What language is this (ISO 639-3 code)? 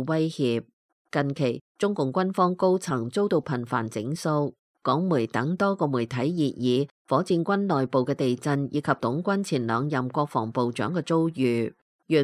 yue